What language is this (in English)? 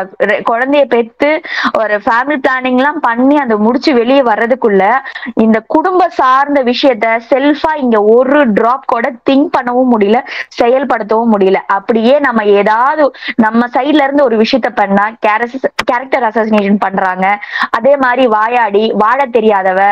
Tamil